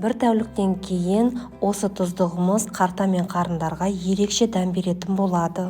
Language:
Kazakh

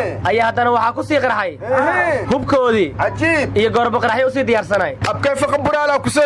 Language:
Somali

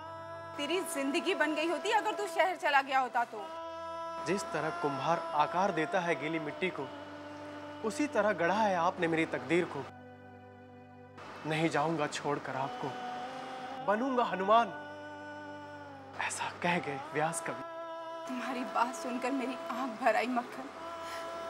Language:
Hindi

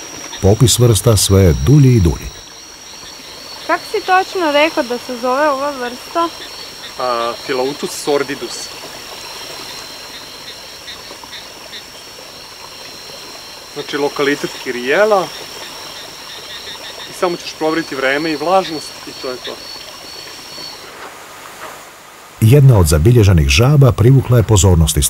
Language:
Croatian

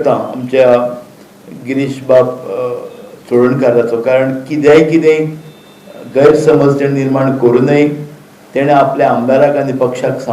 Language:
Konkani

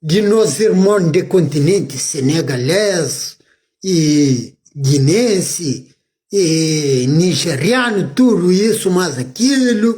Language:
Kabuverdianu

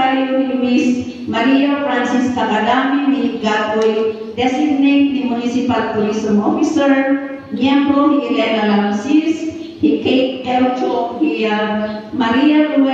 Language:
Filipino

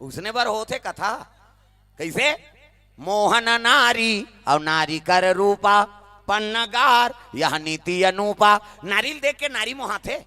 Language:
Chhattisgarhi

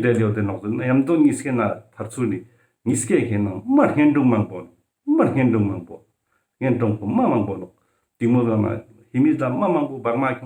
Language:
Ladakhi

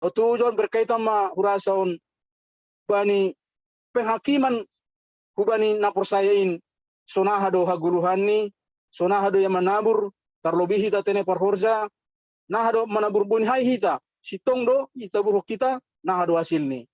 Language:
Batak Simalungun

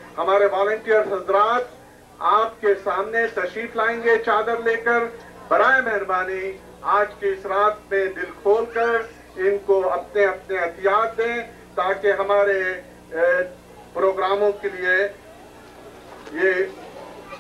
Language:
Urdu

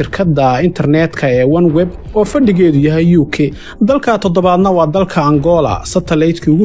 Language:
Somali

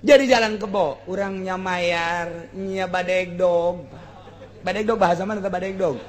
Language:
Sundanese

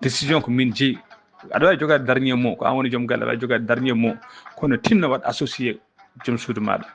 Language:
Fula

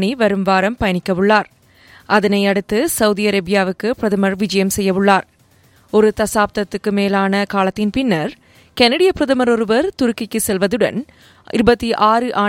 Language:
Tamil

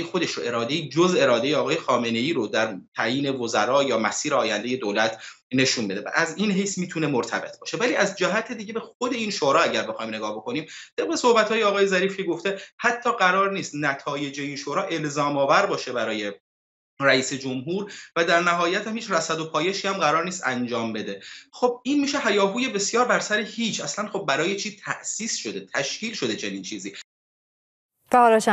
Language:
Persian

